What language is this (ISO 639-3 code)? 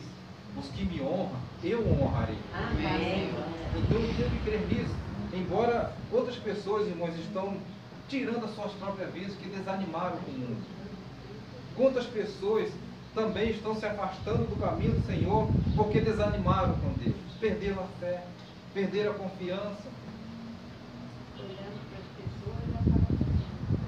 por